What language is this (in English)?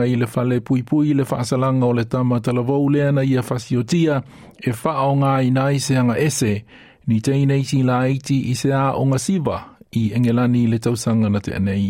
Samoan